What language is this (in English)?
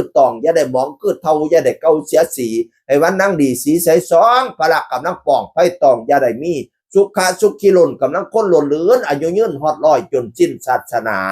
Northeastern Thai